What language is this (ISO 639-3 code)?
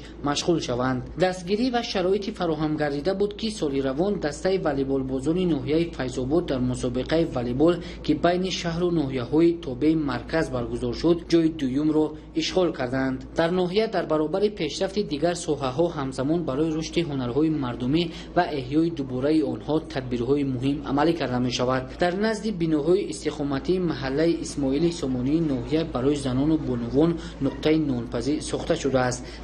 tgk